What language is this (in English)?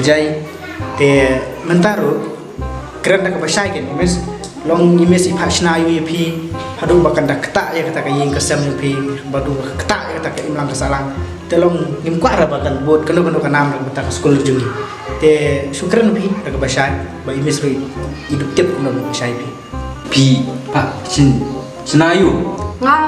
Khasi